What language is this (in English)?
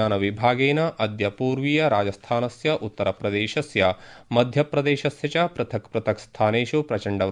Sanskrit